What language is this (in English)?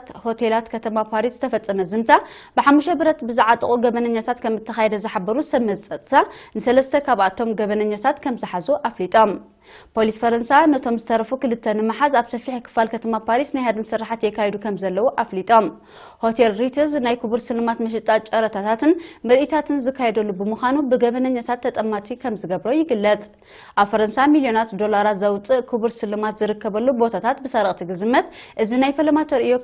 Tigrinya